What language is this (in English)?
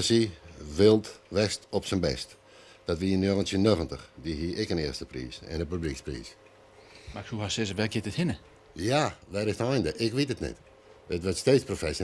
Western Frisian